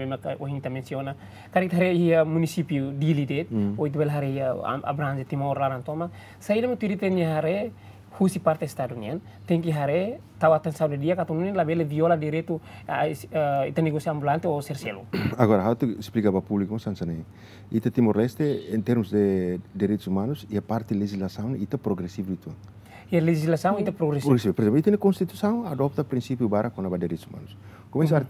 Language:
Tetum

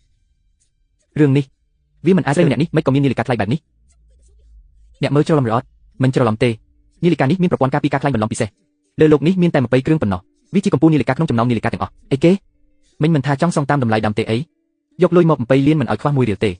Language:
Khmer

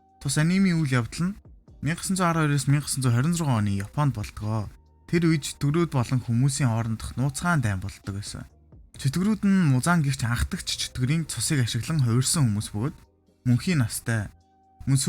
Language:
Mongolian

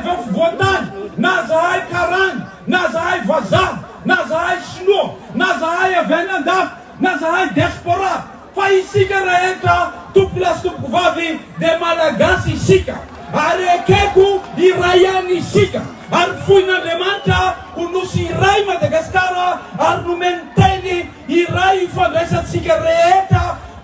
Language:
Malagasy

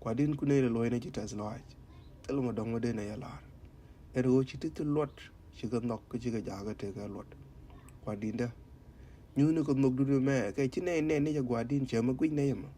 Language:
Nuer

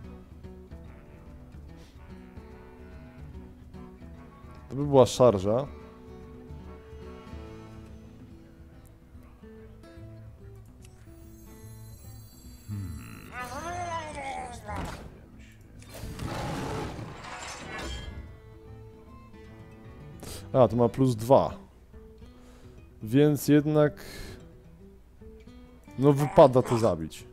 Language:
Polish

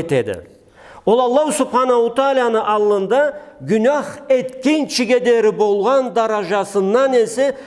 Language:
Karachay-Balkar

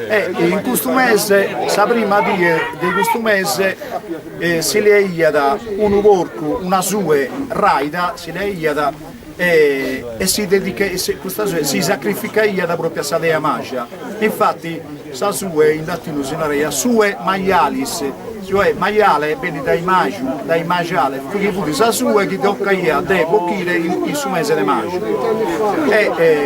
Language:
Sardinian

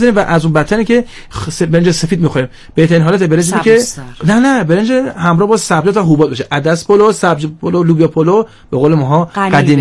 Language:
Persian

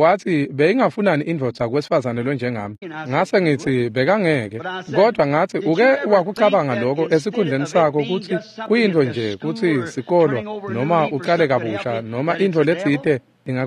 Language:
Swati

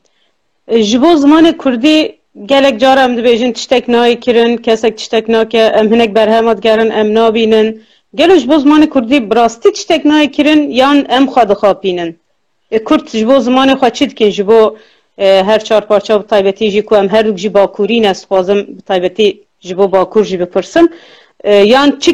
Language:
Kurdish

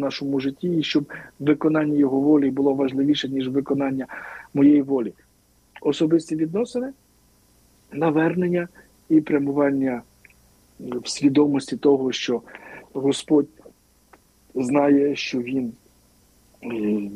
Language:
Ukrainian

